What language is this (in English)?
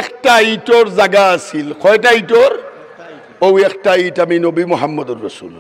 Sylheti